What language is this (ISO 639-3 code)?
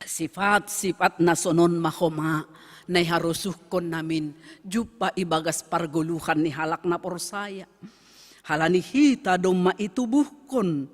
bts